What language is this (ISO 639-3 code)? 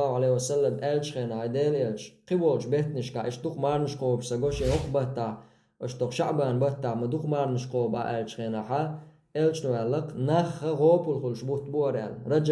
che